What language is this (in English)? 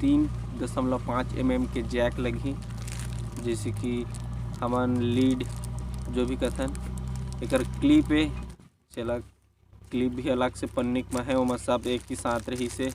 Chhattisgarhi